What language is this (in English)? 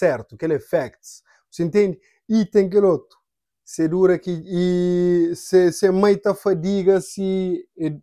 Kabuverdianu